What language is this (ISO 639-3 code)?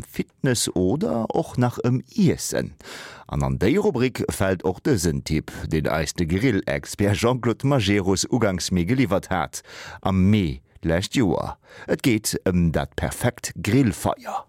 ltz